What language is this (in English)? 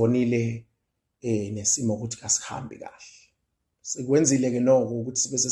Zulu